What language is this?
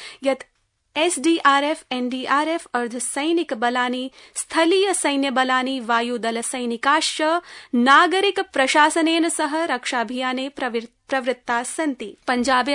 Sanskrit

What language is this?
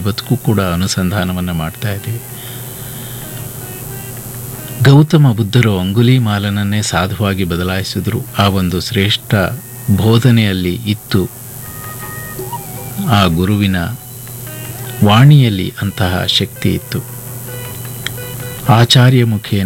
Kannada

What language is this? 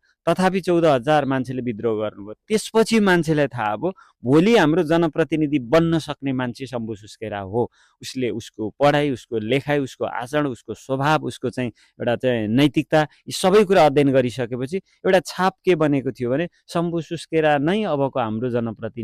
Nepali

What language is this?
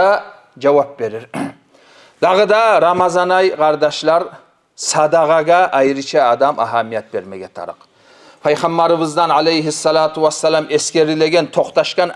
Kumyk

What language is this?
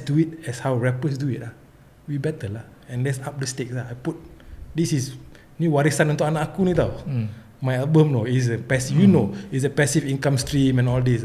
Malay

